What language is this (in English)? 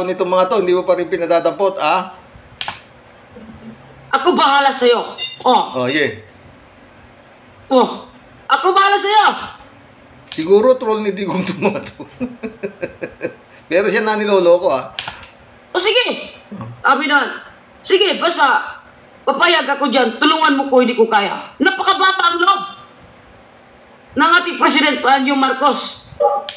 Filipino